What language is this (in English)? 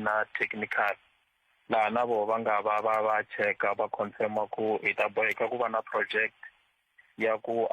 Tsonga